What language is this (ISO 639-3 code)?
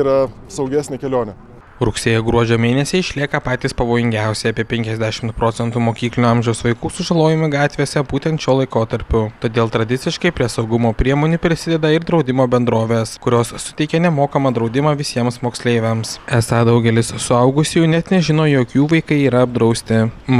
lit